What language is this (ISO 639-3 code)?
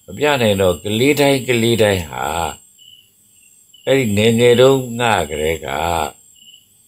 mya